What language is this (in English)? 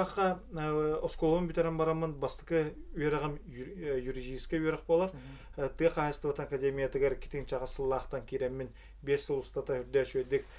Yakut